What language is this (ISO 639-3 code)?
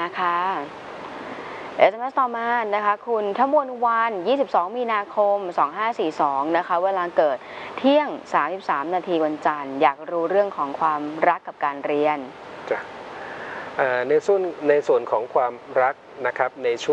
tha